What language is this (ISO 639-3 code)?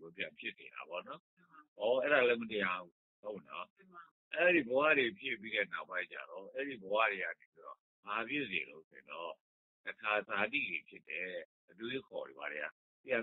mya